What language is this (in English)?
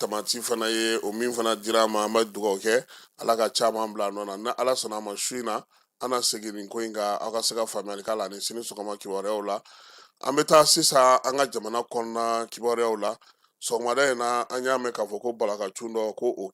Bambara